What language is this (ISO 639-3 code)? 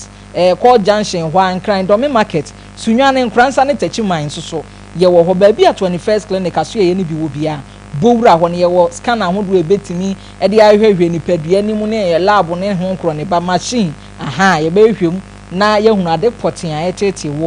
aka